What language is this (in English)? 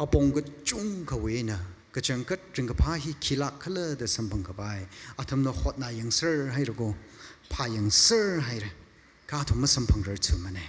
Tangkhul Naga (India)